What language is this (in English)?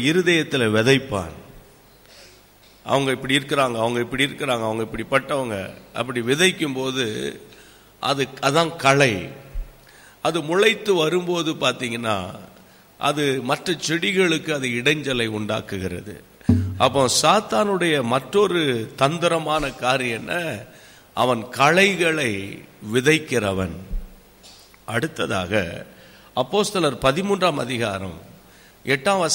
Tamil